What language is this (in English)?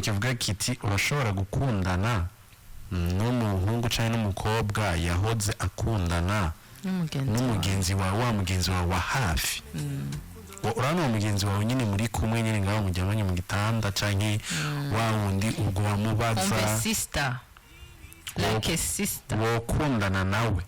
Rundi